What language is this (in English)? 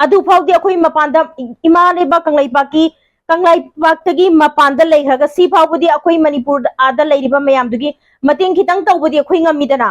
Manipuri